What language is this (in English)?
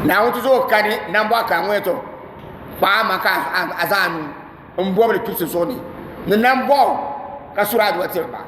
Dagbani